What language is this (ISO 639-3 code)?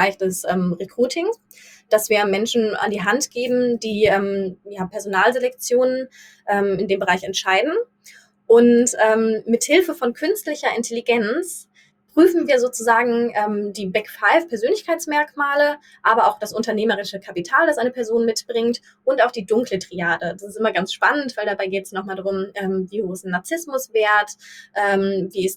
deu